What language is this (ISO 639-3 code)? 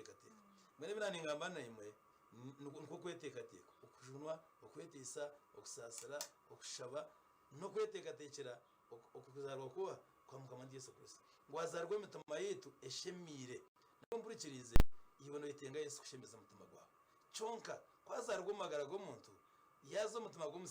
nyn